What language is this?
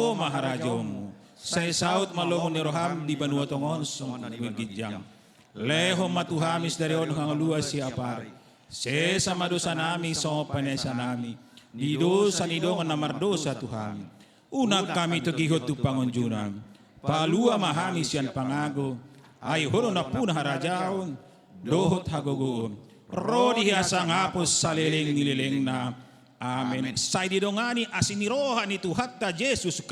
Batak Toba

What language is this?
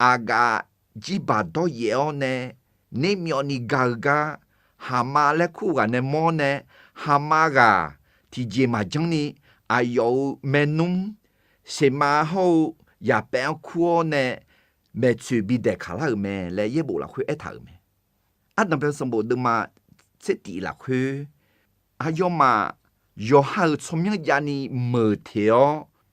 Akha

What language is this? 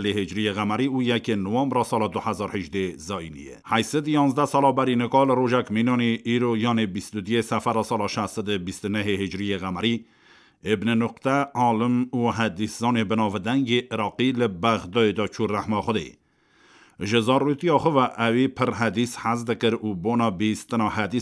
Kurdish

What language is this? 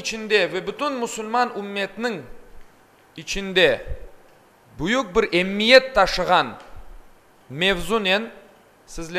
Crimean Tatar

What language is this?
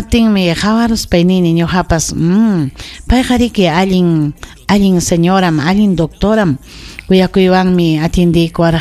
Ayacucho Quechua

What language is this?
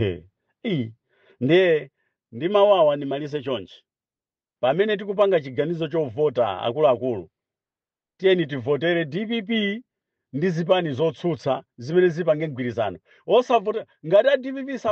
Nyanja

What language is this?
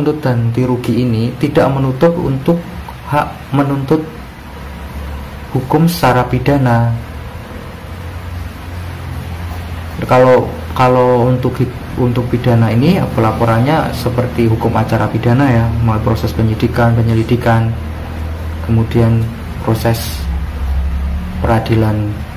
Indonesian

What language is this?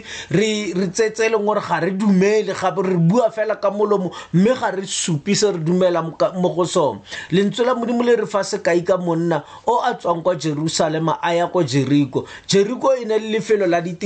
Tswana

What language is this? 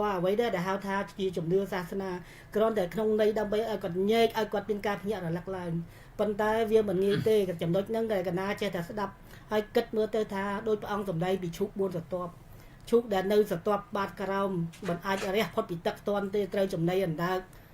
Khmer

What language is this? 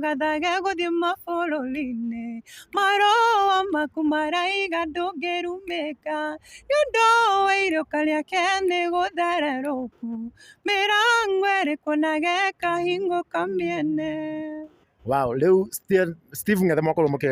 Kikuyu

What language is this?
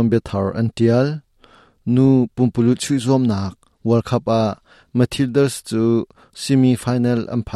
Hakha Chin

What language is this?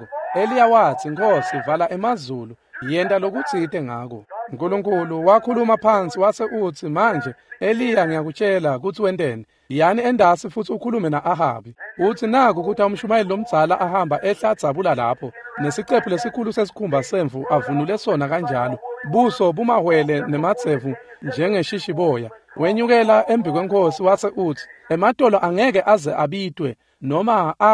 Swati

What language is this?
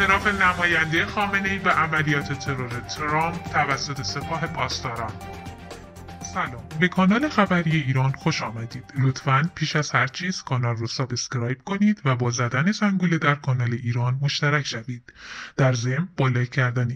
Persian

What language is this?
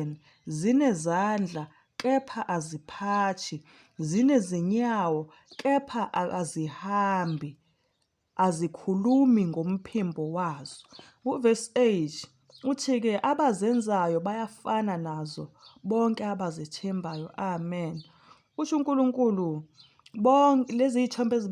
Zulu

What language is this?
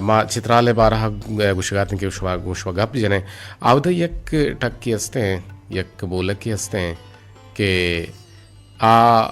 Eastern Balochi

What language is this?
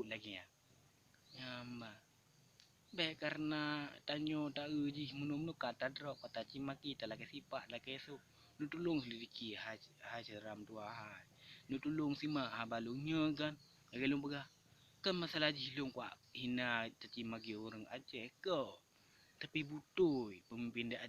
Achinese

